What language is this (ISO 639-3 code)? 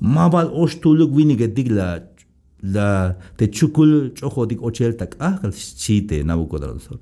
tzh